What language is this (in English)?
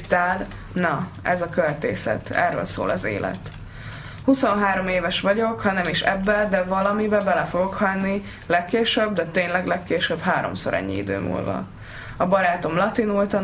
Hungarian